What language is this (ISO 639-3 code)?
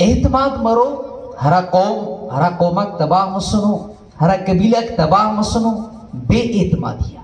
brh